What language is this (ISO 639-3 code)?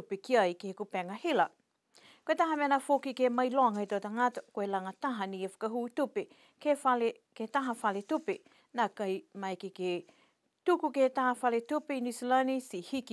niu